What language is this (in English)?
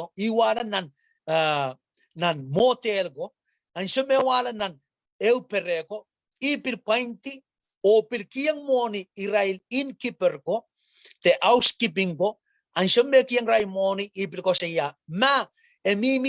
Pohnpeian